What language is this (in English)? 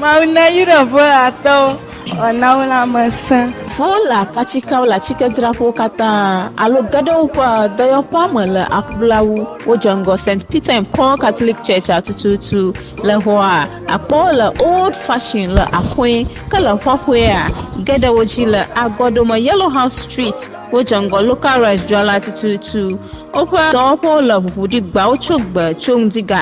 Ewe